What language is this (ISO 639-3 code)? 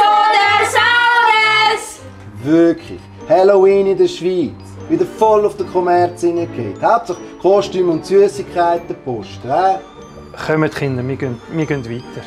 gsw